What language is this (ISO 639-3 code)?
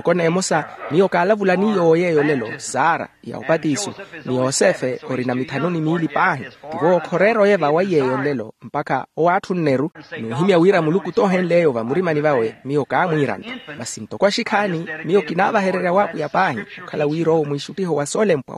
vmw